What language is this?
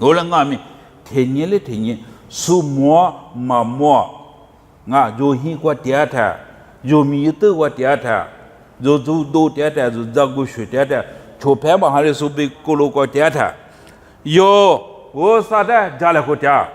Lisu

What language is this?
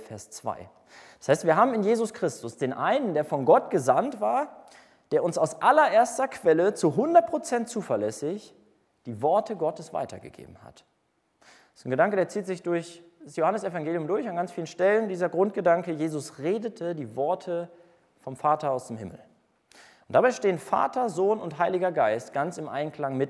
German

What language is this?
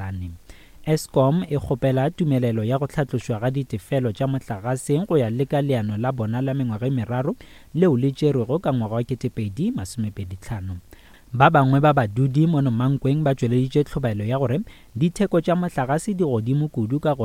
Northern Sotho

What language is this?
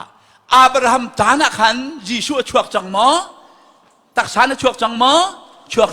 Hakha Chin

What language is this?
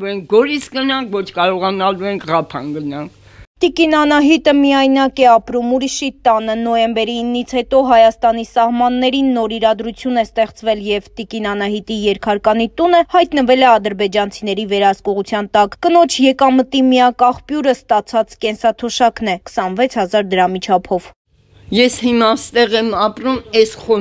Armenian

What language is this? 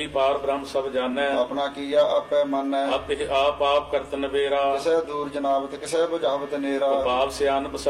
Punjabi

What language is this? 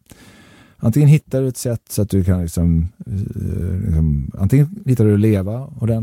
Swedish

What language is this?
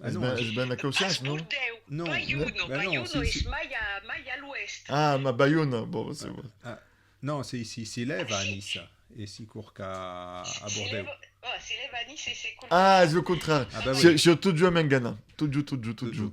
Occitan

